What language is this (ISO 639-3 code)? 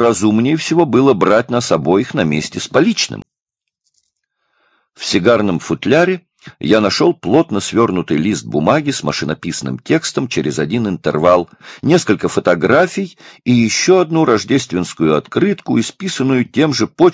rus